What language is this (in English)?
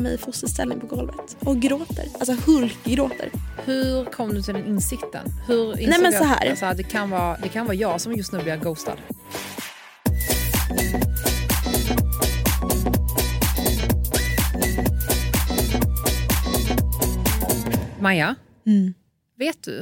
Swedish